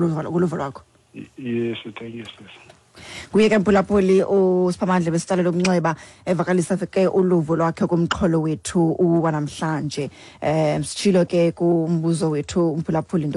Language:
Xhosa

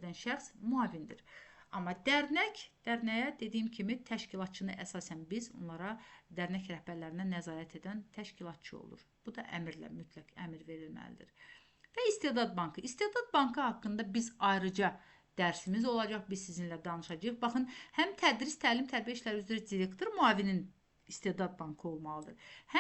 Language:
Azerbaijani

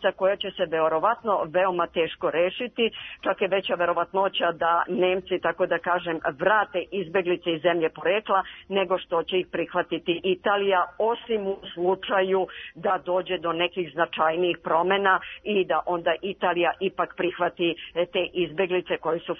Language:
Serbian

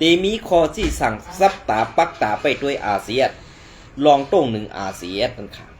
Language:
Shan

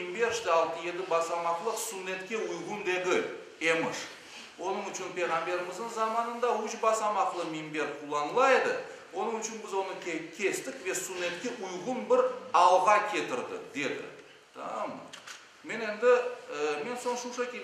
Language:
Crimean Tatar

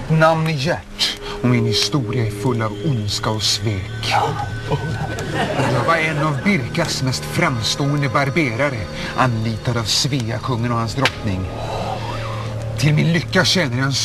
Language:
Swedish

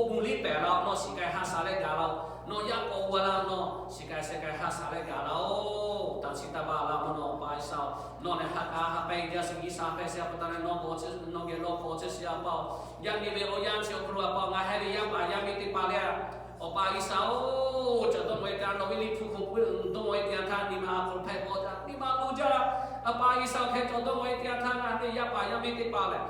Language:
Lahu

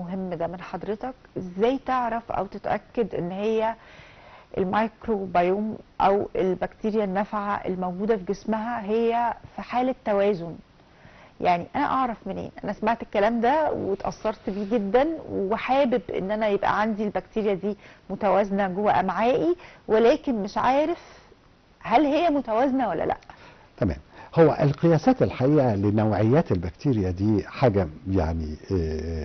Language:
Egyptian Arabic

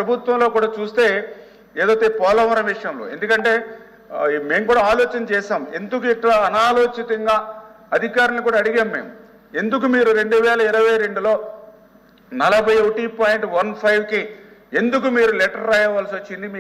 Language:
Telugu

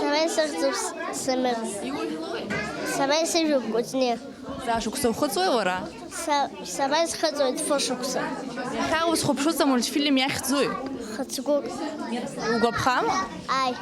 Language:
Abkhazian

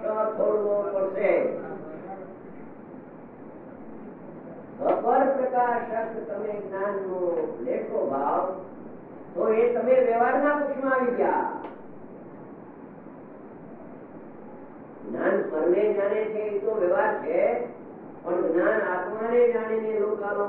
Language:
Gujarati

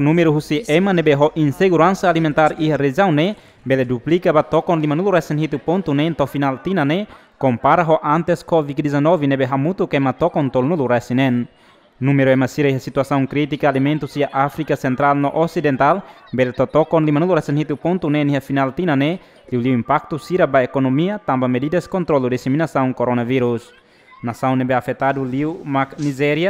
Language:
Tetum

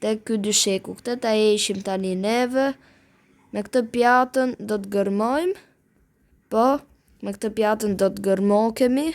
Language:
Albanian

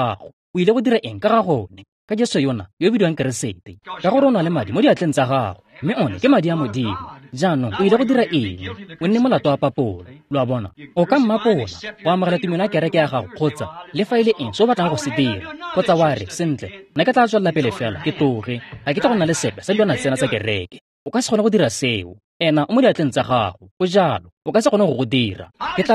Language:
Tswana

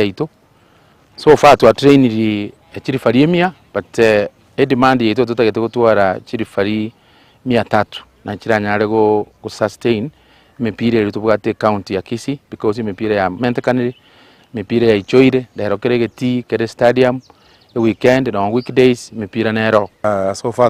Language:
Gusii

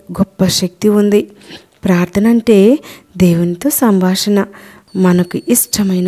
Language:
Telugu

